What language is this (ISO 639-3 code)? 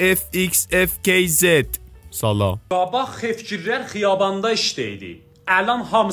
azb